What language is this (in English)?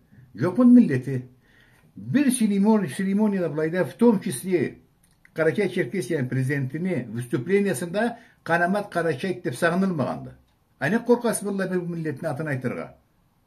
Karachay-Balkar